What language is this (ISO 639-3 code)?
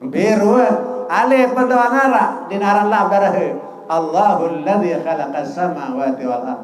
sas